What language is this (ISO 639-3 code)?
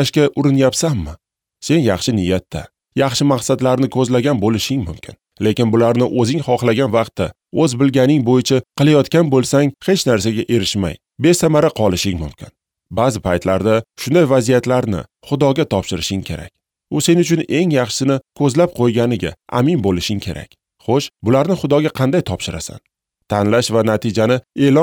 uzb